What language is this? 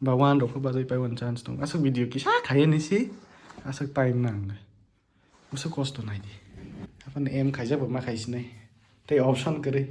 Kok Borok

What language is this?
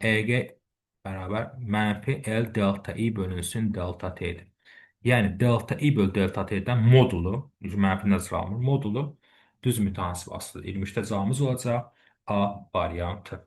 Azerbaijani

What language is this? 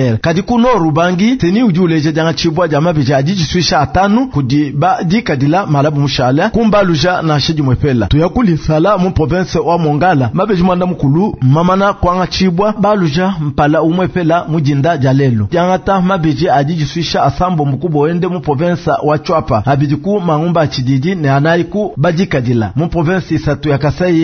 Luba-Lulua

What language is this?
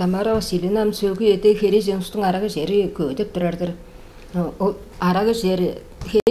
Tuvinian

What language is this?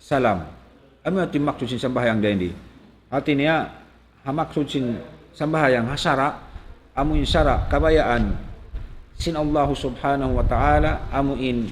Tausug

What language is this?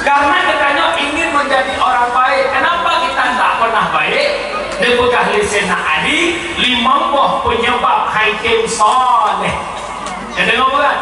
Achinese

